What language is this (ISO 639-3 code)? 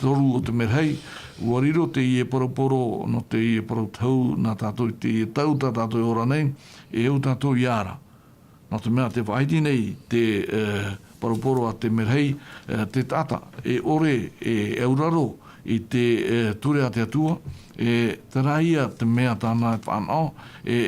tah